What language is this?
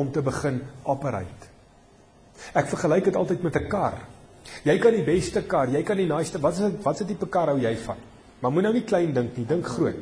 Afrikaans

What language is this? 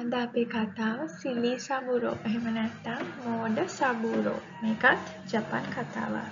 Sinhala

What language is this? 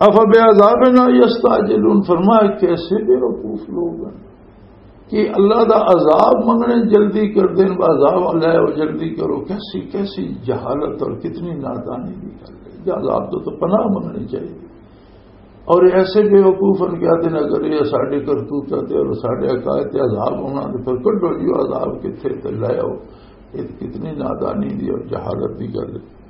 Western Panjabi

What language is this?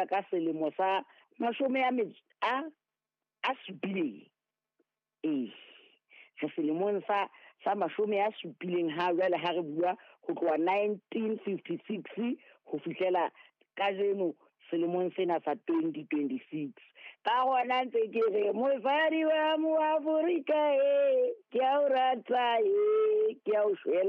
Southern Sotho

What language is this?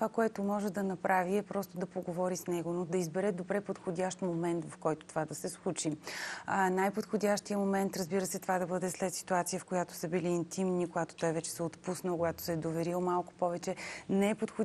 Bulgarian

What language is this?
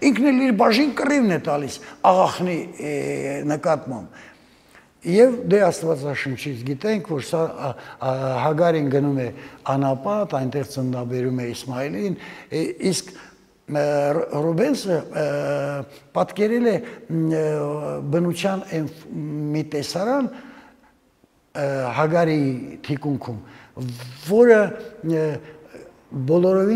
Armenian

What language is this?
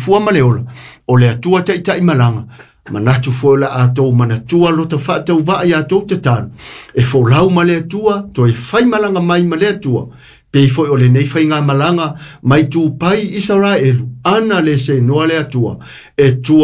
Samoan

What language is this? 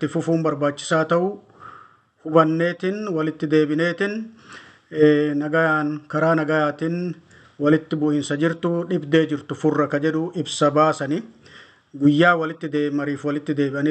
Oromo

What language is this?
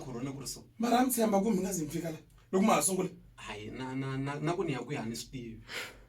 Tsonga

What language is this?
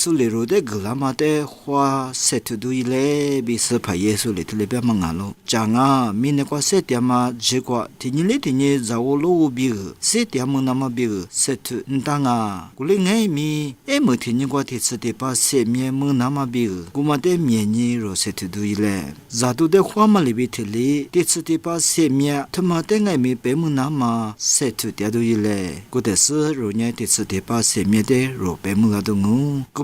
Lisu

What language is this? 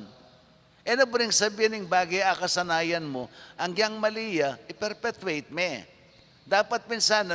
Pampanga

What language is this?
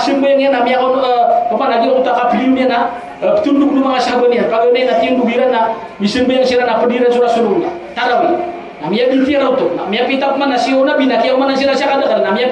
Maranao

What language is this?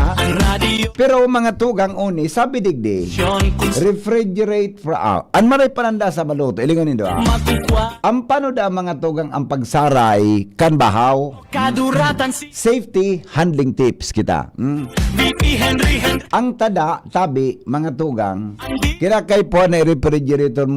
Bikol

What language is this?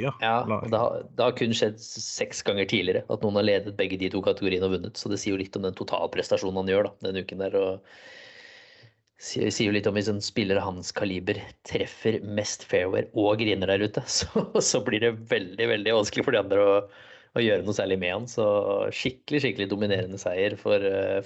Norwegian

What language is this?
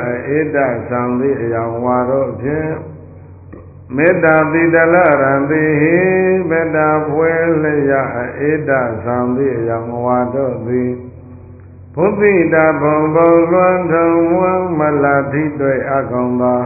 Burmese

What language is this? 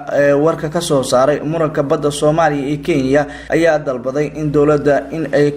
Somali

